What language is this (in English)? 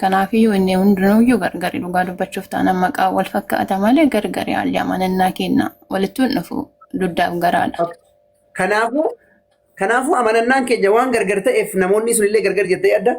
Oromo